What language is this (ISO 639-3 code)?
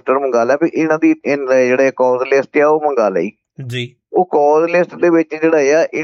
pan